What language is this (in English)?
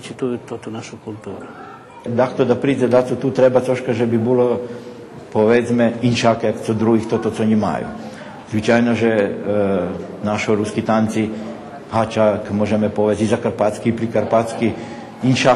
Rusyn